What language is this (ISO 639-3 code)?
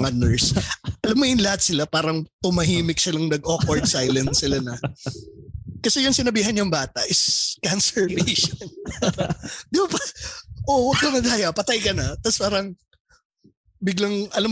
fil